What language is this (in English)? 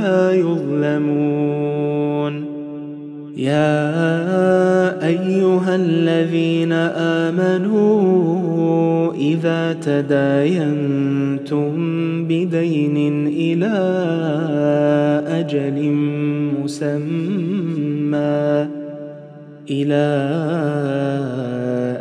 Arabic